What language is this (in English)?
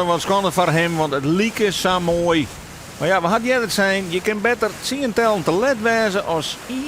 Western Frisian